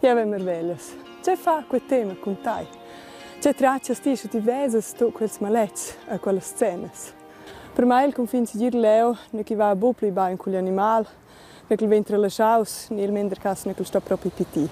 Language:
Romansh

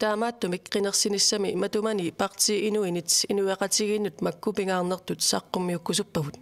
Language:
Kalaallisut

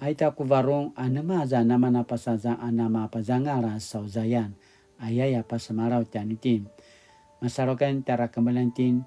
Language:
Paiwan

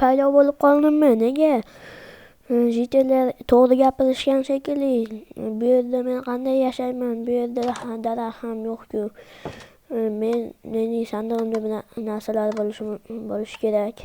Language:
Uzbek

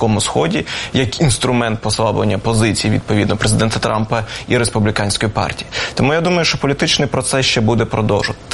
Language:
Ukrainian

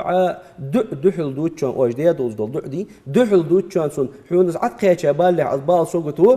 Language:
Ingush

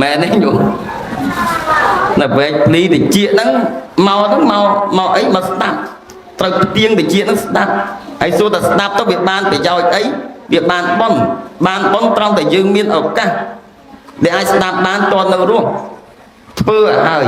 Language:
Khmer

